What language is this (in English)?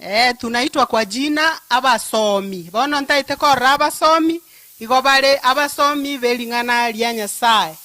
Gusii